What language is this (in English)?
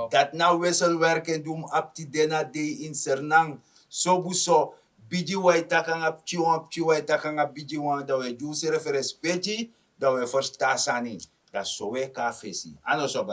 Sranan Tongo